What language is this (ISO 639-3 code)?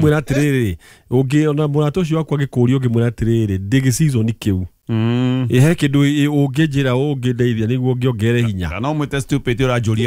kik